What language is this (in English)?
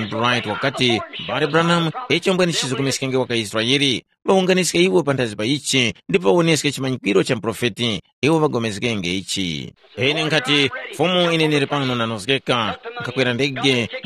Tumbuka